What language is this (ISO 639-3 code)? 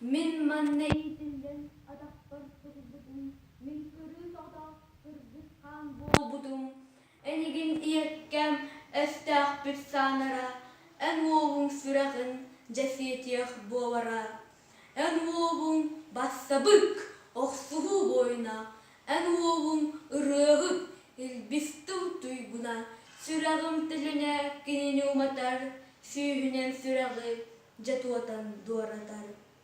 sah